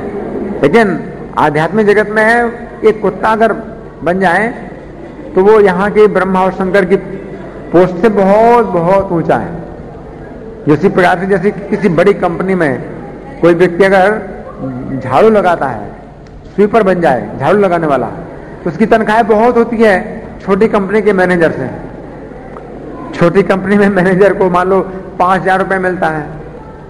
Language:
Hindi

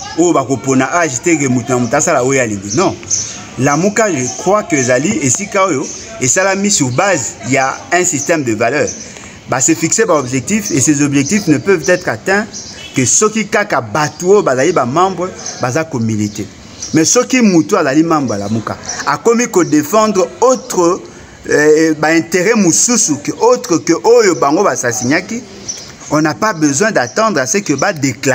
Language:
Lingala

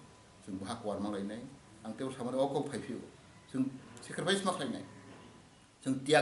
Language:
Kok Borok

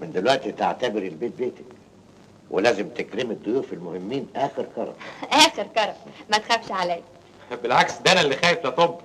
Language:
Egyptian Arabic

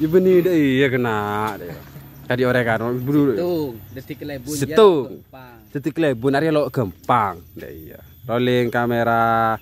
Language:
Madurese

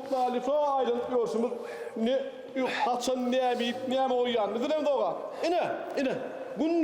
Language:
Turkmen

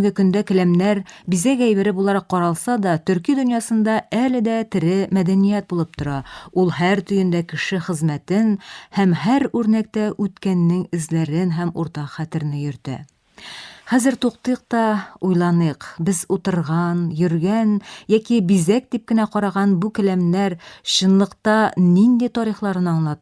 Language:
Tatar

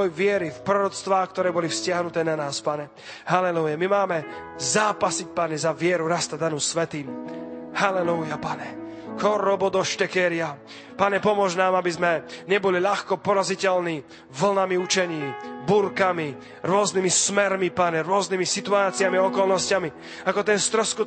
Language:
Slovak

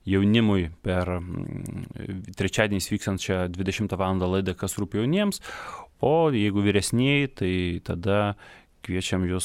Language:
Lithuanian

